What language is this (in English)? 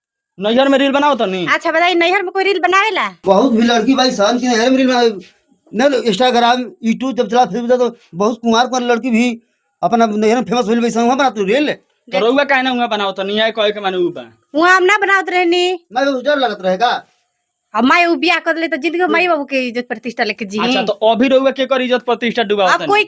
Bhojpuri